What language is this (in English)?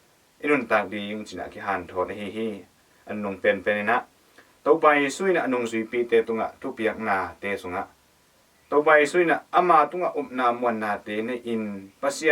Tedim Chin